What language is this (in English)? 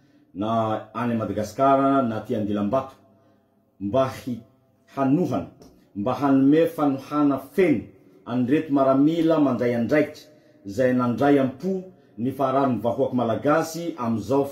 Malagasy